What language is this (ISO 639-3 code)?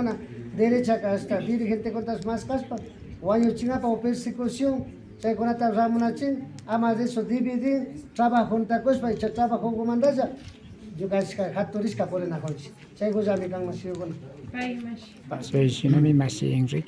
qvi